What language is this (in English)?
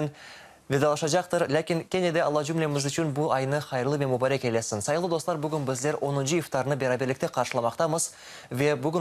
Crimean Tatar